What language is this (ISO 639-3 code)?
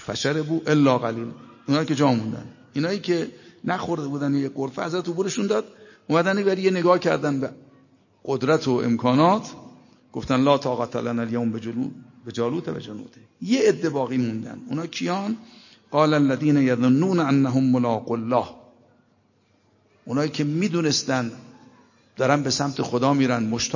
fas